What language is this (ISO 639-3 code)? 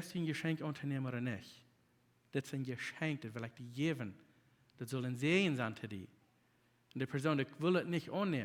pdt